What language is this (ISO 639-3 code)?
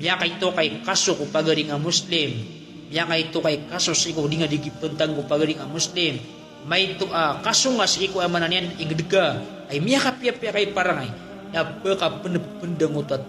mrw